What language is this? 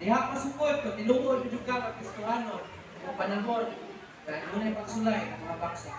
Cebuano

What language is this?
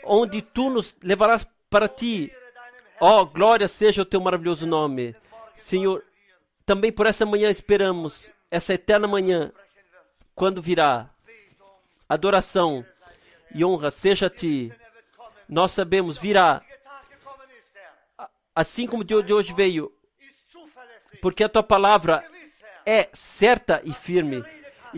Portuguese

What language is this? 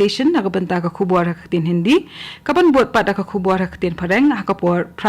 Khasi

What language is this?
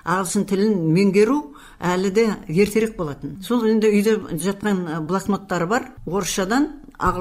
Kazakh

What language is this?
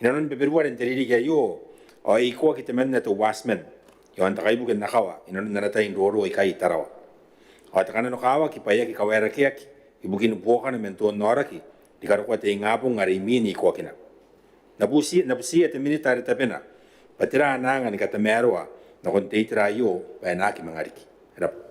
Gilbertese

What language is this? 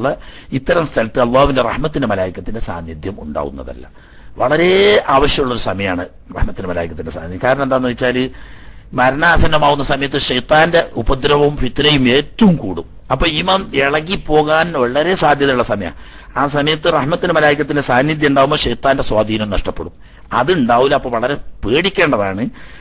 Malayalam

